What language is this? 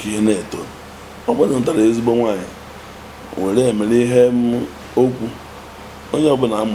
Igbo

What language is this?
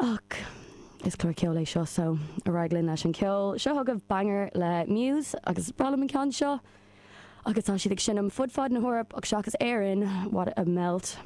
Irish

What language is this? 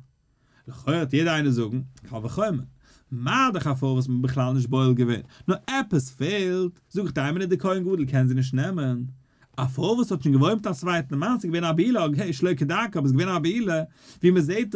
Yiddish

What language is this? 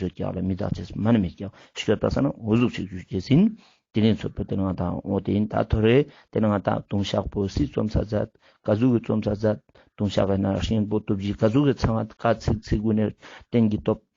Ladakhi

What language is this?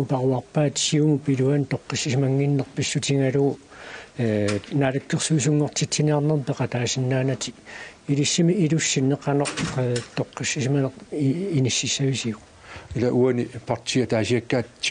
Kalaallisut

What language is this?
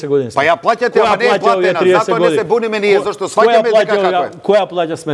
Macedonian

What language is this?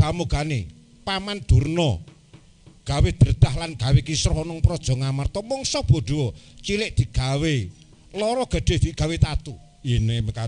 Javanese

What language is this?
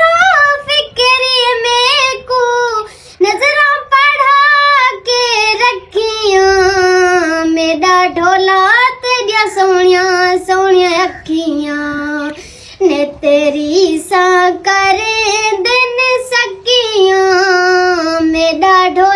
Saraiki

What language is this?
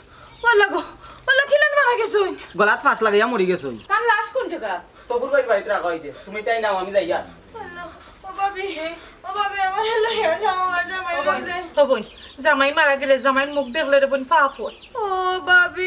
Sylheti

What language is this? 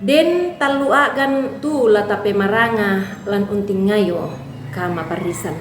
Toraja-Sa'dan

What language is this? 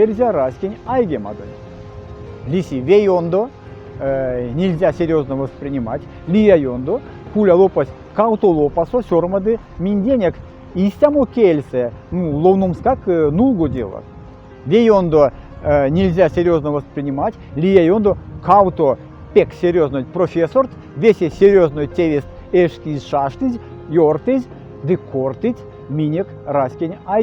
Erzya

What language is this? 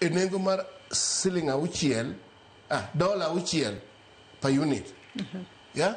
Luo (Kenya and Tanzania)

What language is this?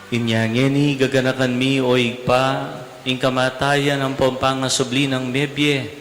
Pampanga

